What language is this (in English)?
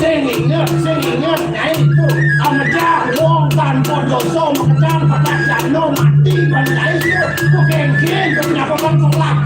Balinese